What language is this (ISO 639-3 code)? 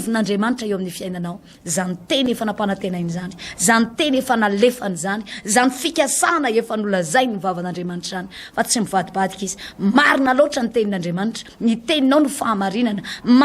mlg